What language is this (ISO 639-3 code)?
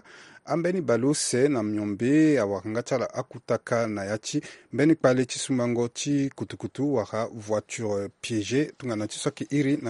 sag